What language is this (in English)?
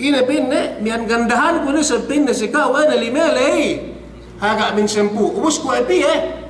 Yakan